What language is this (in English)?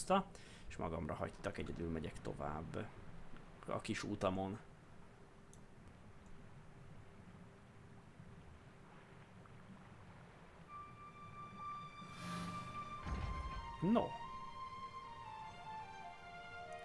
Hungarian